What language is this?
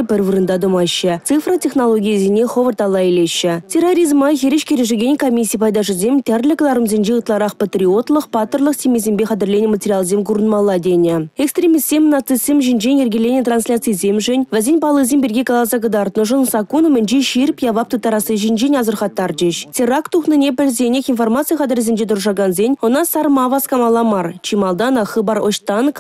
Chuvash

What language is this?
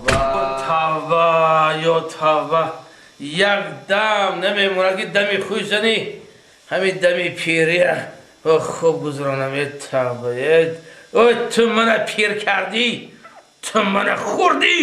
Tajik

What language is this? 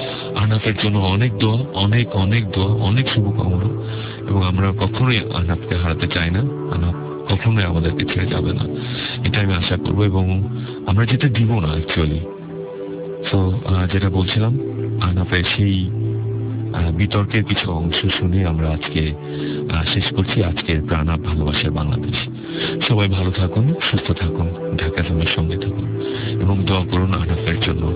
Bangla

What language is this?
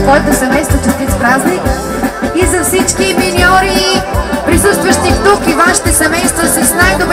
Bulgarian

